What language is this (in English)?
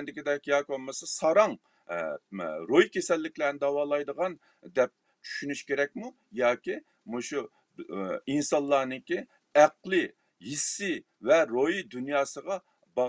Uyghur